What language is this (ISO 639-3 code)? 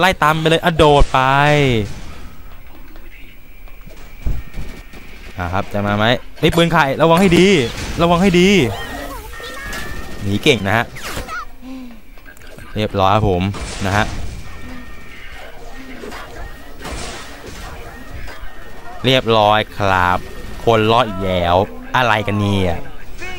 tha